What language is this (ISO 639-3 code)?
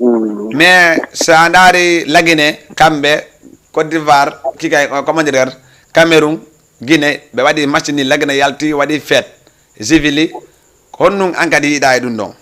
ful